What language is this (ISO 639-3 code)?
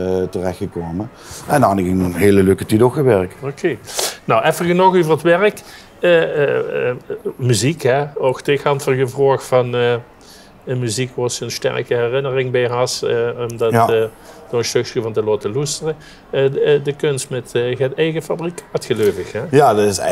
lim